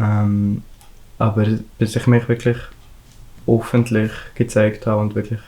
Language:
Swiss German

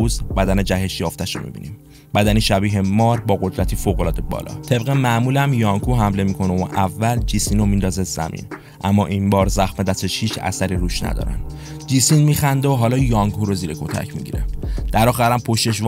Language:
Persian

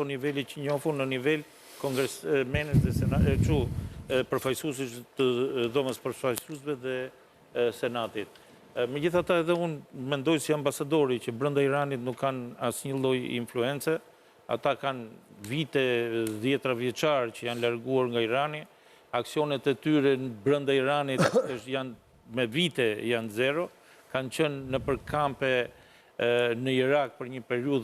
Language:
Albanian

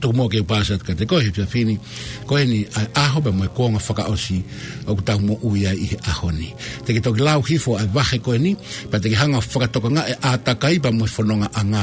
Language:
Tongan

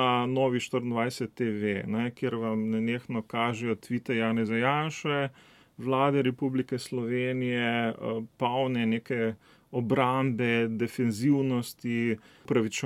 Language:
Slovenian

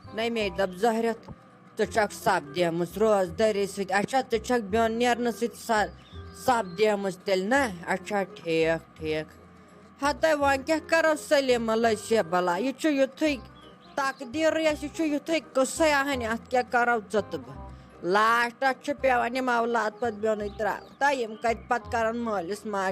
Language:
Kashmiri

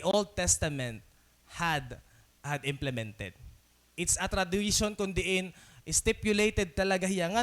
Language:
Waray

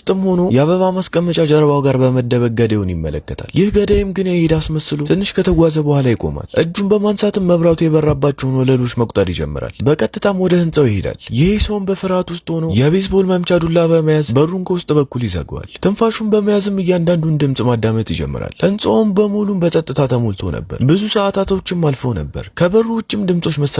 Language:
Amharic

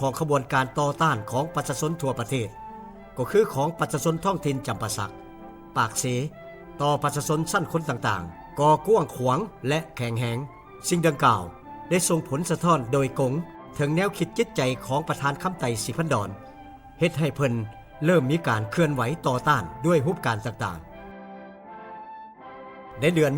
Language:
Lao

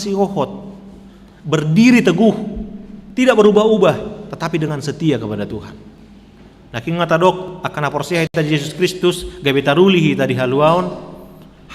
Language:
Batak Toba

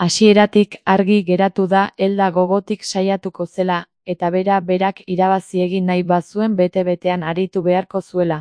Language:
Basque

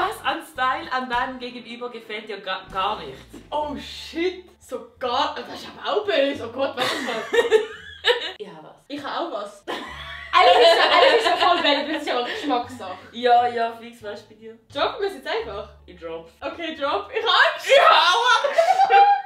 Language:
Swiss German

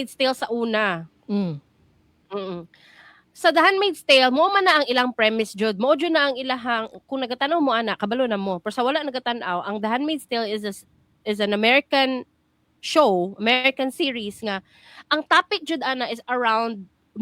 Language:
Cebuano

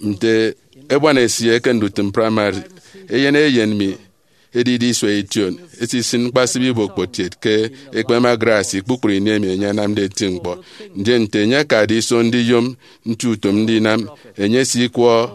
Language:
Efik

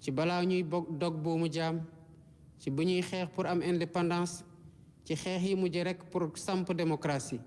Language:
Wolof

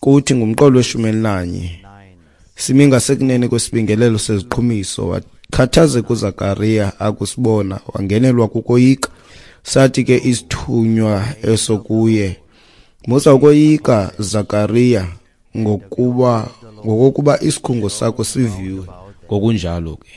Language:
Xhosa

